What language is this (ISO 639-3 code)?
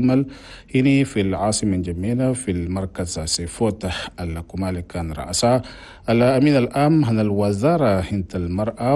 shu